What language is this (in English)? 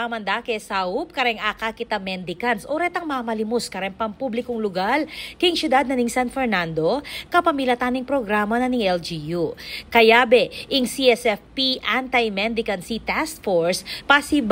Pampanga